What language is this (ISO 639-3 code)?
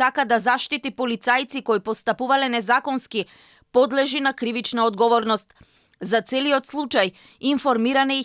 mkd